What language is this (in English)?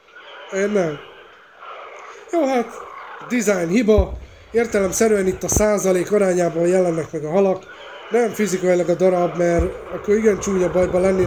Hungarian